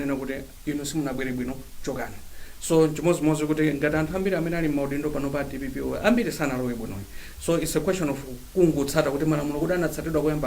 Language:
Nyanja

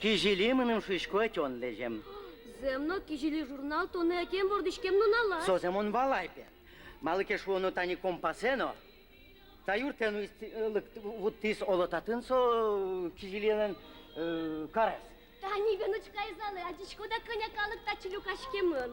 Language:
Udmurt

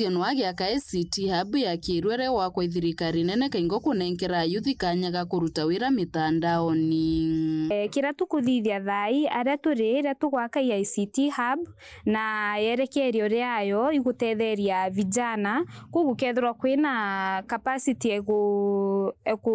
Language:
Meru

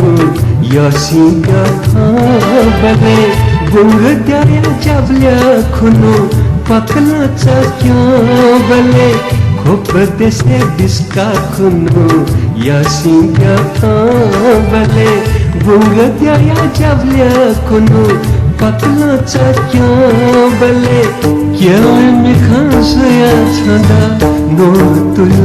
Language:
Newari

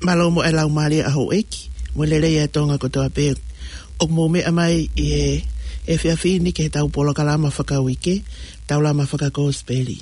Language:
Tongan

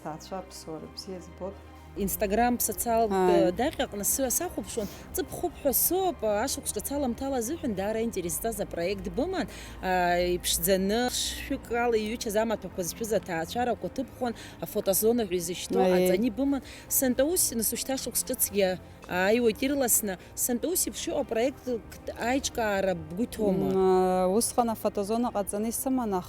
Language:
Abkhazian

